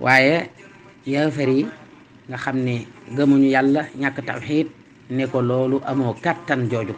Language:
Wolof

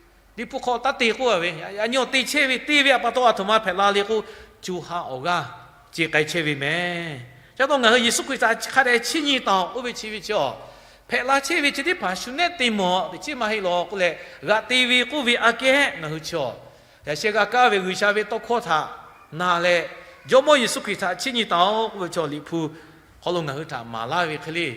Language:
Lahu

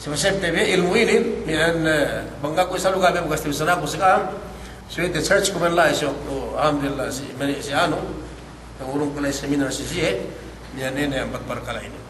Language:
Yakan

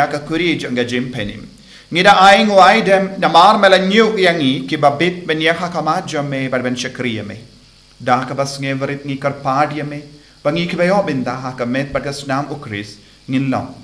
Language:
Khasi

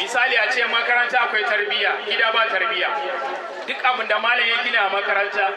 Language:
Hausa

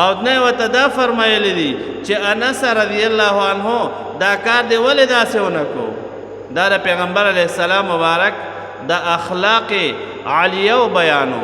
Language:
Pashto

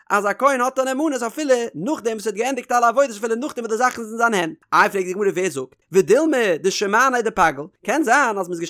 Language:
Yiddish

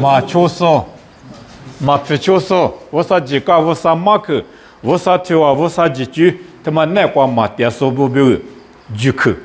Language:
Lisu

